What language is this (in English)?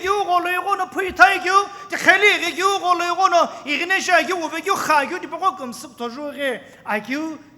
Sumi Naga